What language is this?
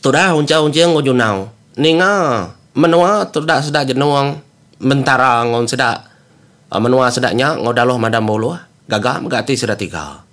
Iban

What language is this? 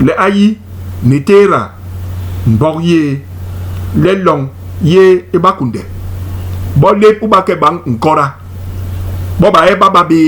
Basaa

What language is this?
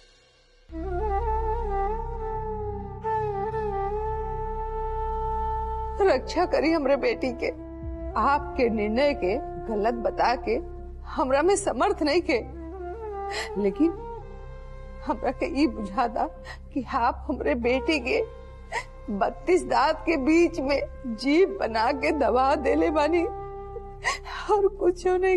Bhojpuri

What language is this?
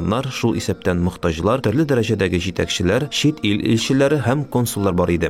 Tatar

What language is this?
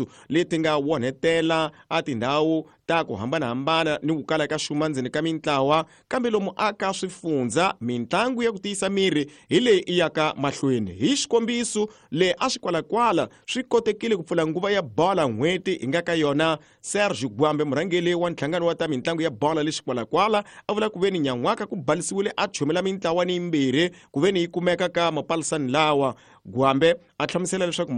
Tsonga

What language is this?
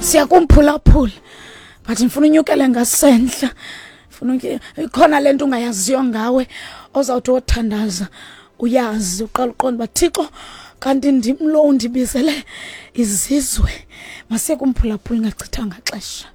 Xhosa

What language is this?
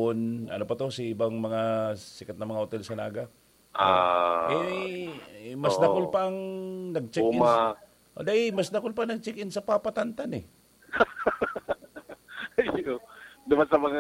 Bikol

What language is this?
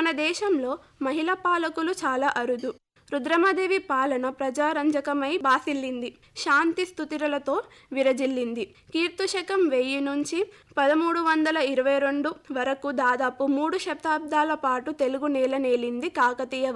Telugu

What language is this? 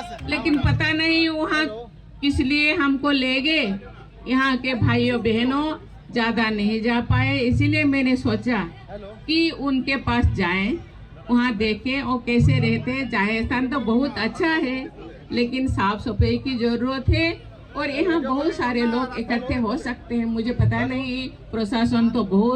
Santali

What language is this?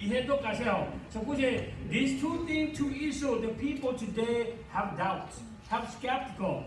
Lahu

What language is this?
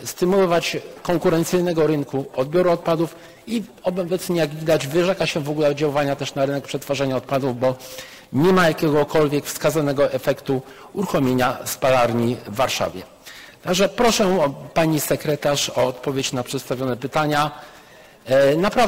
Polish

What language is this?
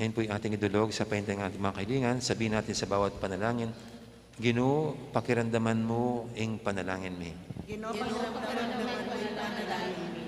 Pampanga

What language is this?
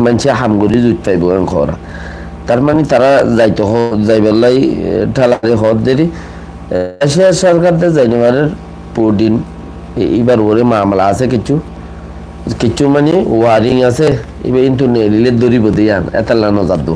Rohingya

